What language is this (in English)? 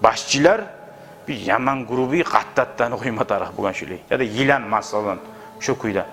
Kumyk